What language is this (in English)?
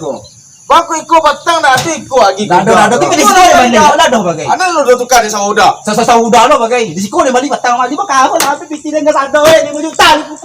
Minangkabau